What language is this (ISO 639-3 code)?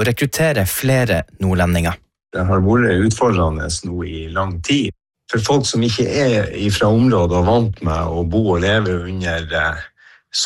nor